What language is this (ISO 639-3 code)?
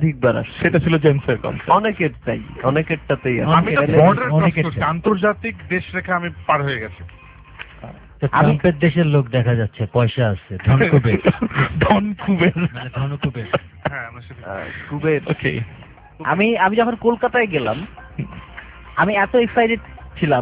ben